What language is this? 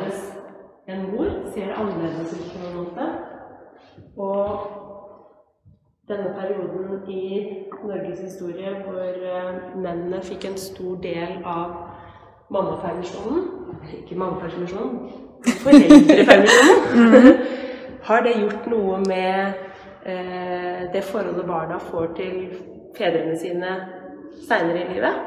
Norwegian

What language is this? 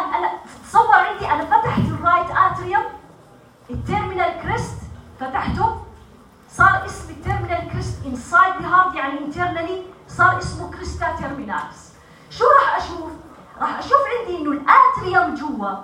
North Levantine Arabic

